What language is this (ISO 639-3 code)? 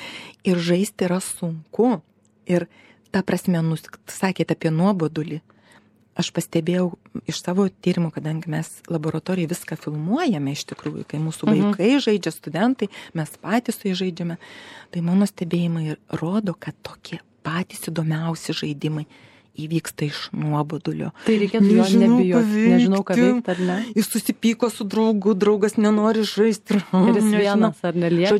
lit